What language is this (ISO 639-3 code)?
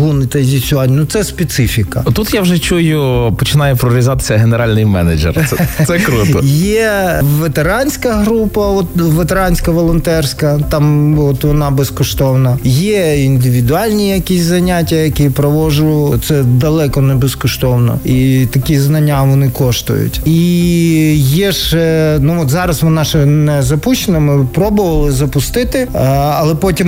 ukr